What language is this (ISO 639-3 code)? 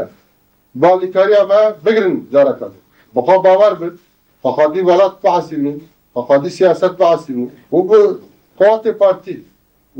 kur